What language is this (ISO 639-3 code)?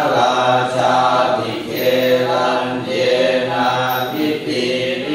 tha